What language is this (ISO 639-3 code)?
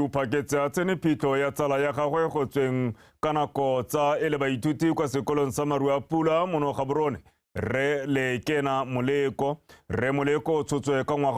tsn